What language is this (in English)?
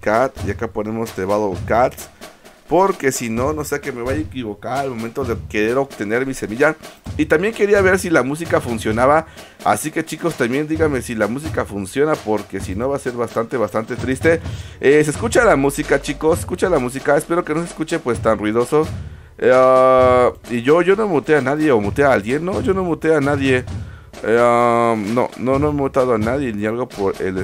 Spanish